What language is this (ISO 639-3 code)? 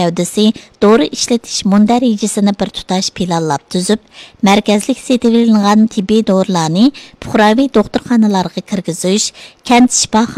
uig